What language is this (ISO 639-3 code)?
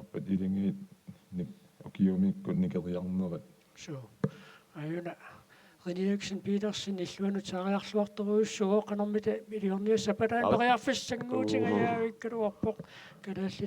kal